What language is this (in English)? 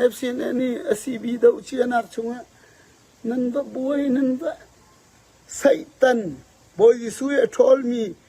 Falam Chin